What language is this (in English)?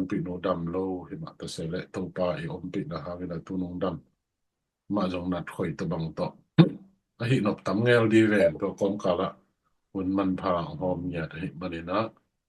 Tedim Chin